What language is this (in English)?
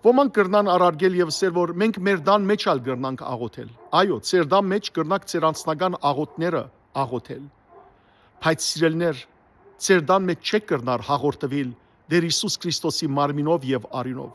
Western Armenian